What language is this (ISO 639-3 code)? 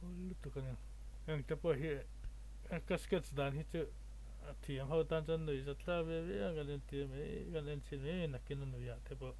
lus